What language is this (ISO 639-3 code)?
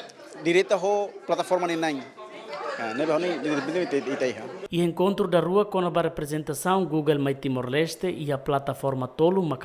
tet